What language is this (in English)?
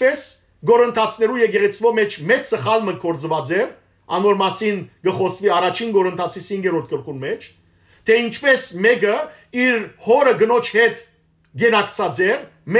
Western Armenian